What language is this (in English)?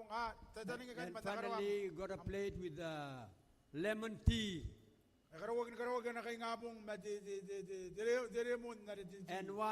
Gilbertese